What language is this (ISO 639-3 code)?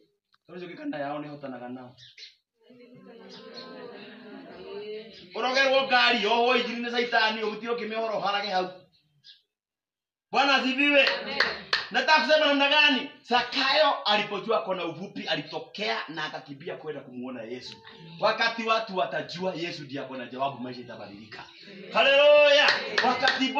swa